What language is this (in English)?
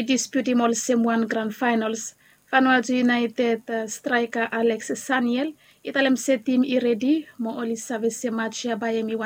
Bislama